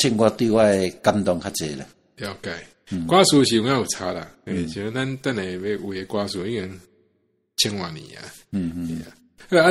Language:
Min Nan Chinese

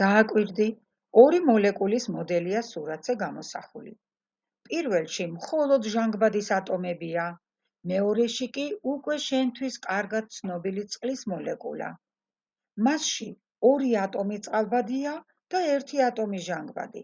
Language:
Georgian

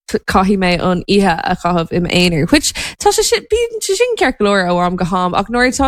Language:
Irish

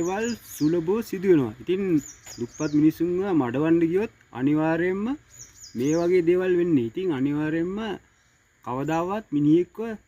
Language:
Sinhala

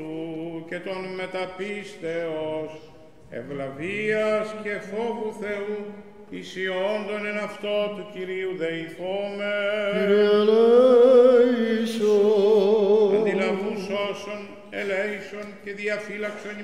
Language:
Greek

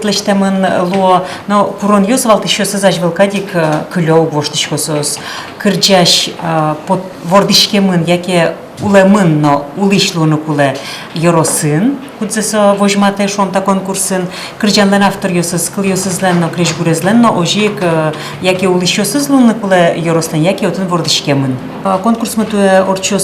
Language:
Udmurt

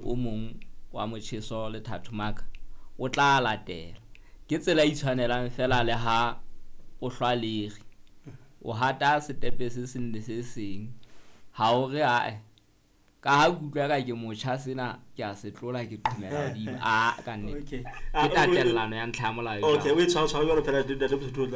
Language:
Southern Sotho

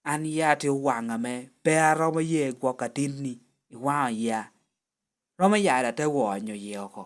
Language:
Lango (Uganda)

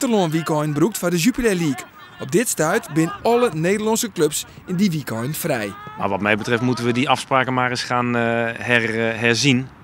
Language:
Western Frisian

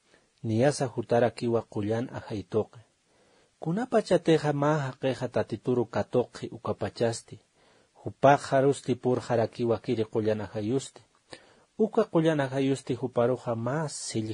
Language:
Aymara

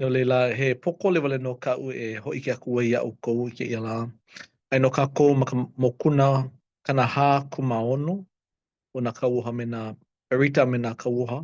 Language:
Hawaiian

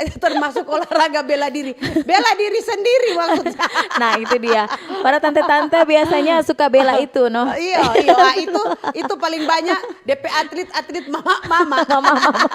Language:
Manado Malay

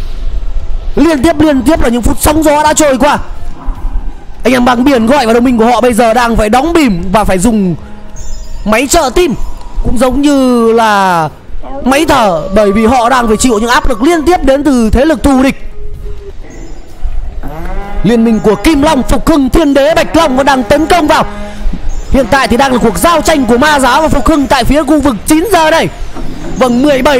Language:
Vietnamese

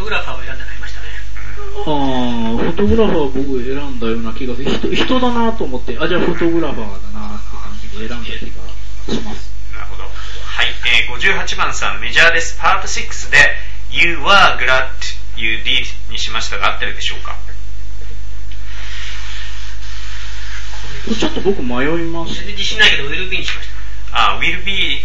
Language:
Japanese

